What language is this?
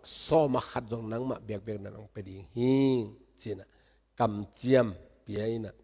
Tedim Chin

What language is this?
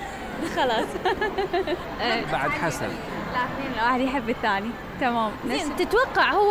Mesopotamian Arabic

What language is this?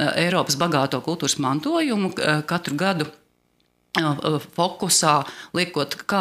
Latvian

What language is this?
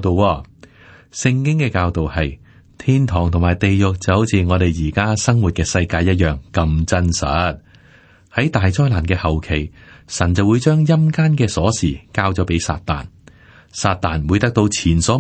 Cantonese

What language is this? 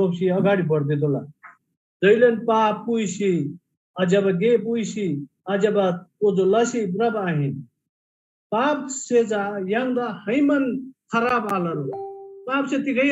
Eastern Tamang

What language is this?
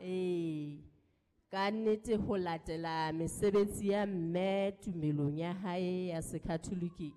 Southern Sotho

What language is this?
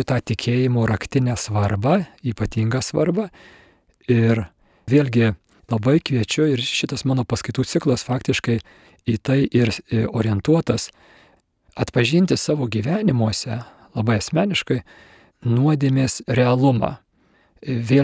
Lithuanian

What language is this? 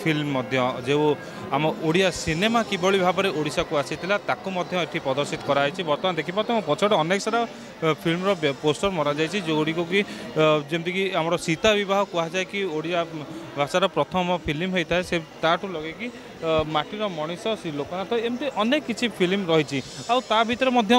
Odia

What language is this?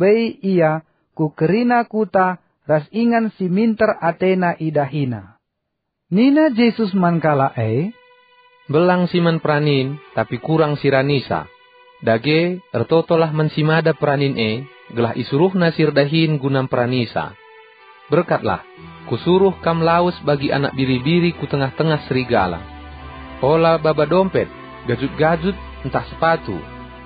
Batak Karo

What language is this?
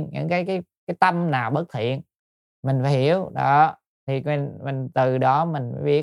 Vietnamese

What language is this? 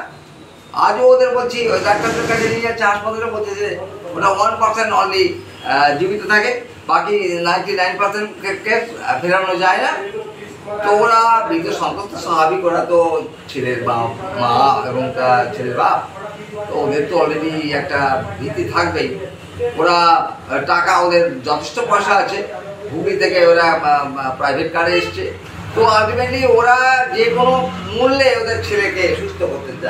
Bangla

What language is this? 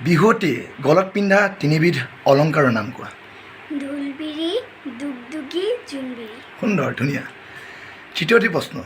Assamese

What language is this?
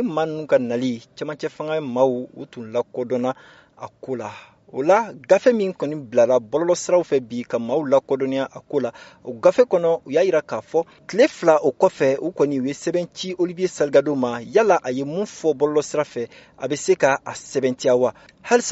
Bambara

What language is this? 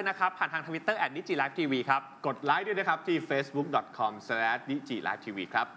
Thai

